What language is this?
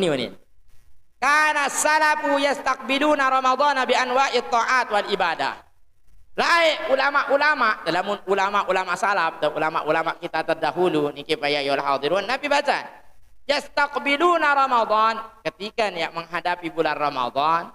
Sasak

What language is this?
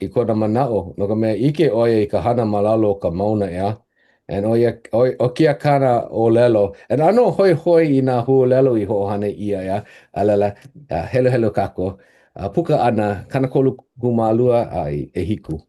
Hawaiian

